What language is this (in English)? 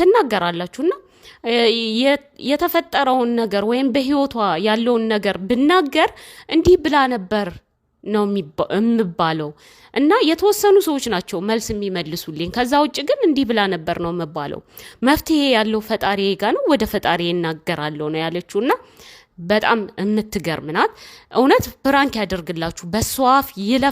Amharic